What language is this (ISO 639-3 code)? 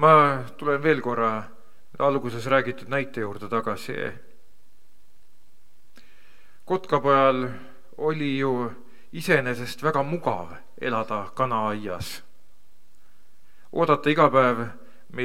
est